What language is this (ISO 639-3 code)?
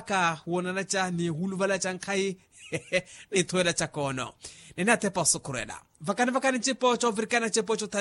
vmw